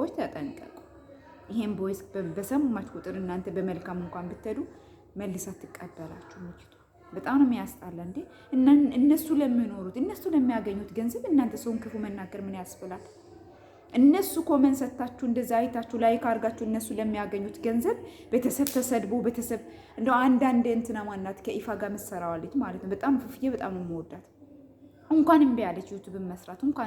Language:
Amharic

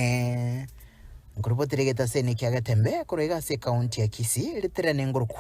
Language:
Gusii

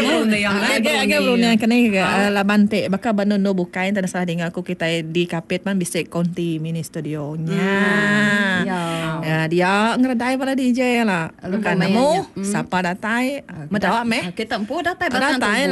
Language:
Iban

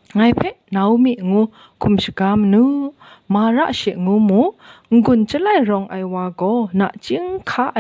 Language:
Kachin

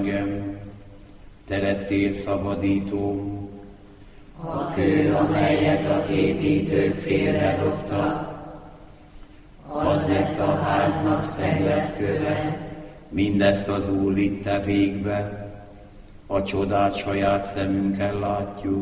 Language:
Hungarian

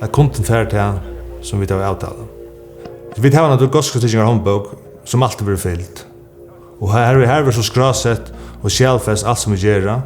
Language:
Faroese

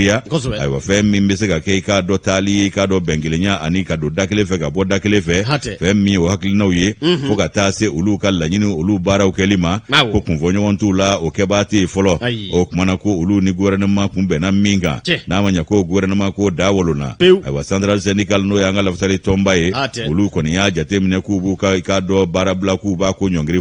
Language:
Bambara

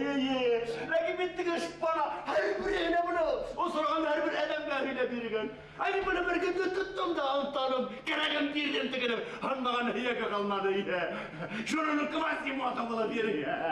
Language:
Bashkir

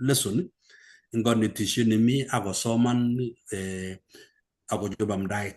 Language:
Kalenjin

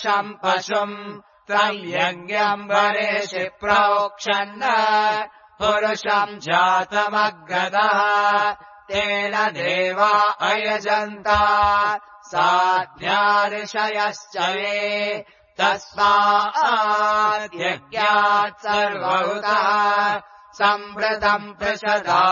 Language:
Sanskrit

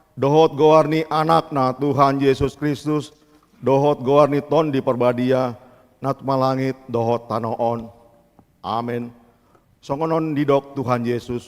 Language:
Batak Toba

